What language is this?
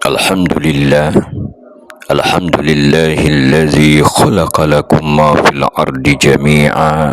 Buginese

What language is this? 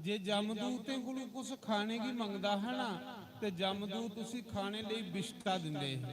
Dogri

